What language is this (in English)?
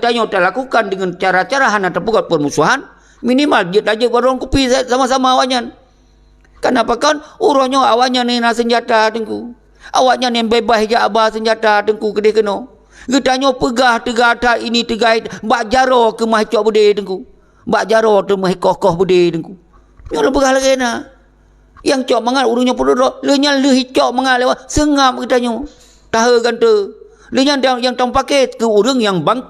Achinese